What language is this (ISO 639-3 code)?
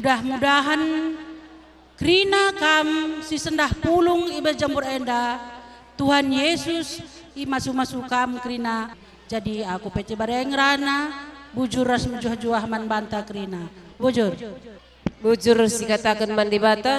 btx